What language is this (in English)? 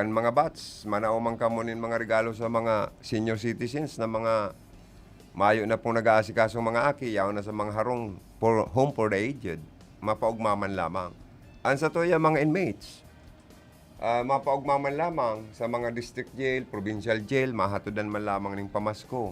Bikol